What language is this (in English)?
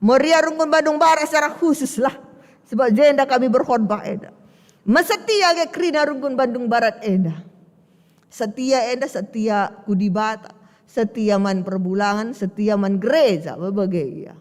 Batak Karo